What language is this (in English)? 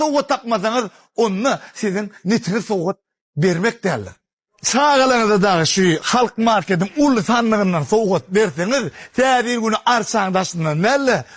Turkmen